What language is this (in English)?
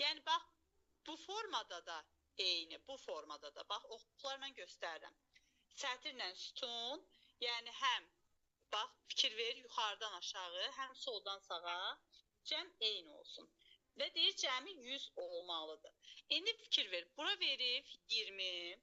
Azerbaijani